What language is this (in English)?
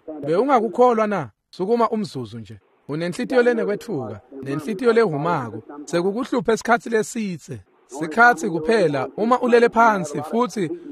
Swati